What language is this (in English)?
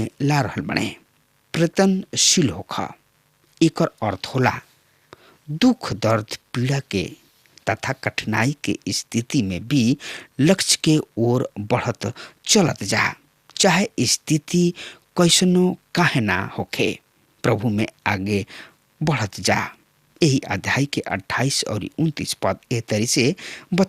Bhojpuri